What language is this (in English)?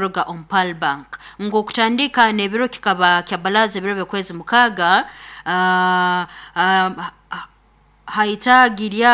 Nyoro